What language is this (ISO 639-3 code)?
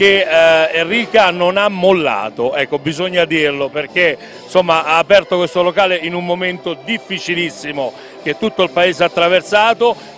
ita